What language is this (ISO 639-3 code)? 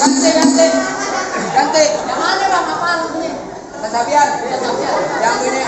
bew